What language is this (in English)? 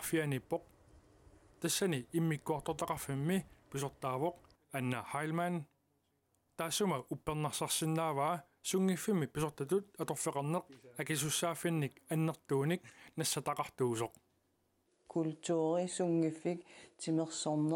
Kalaallisut